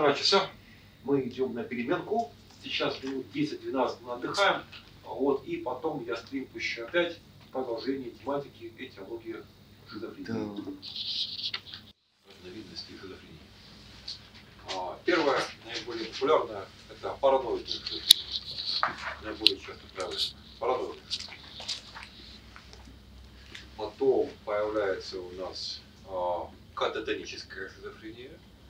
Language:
Russian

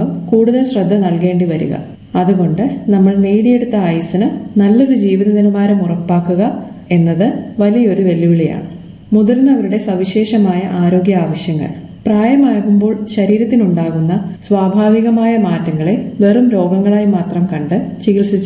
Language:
Malayalam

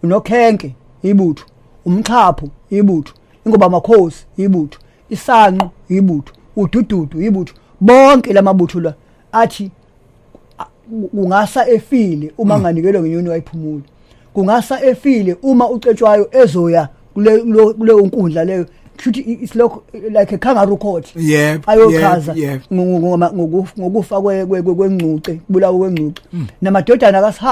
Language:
Zulu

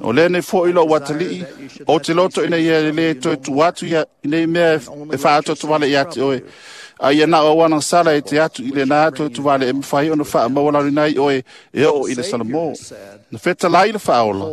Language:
Samoan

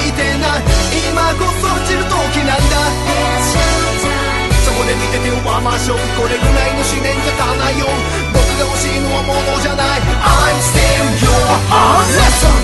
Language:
Japanese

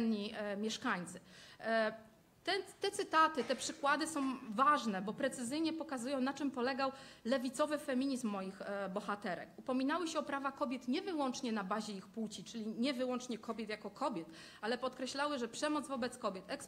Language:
Polish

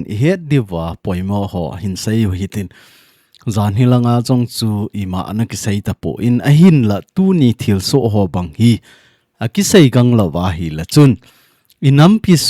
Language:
Thado Chin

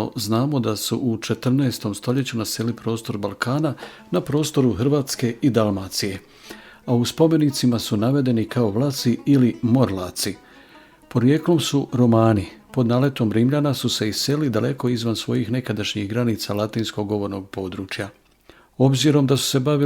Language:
Bosnian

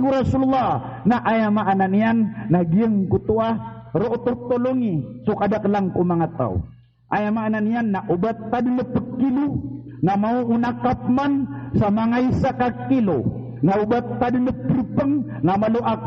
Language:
Maranao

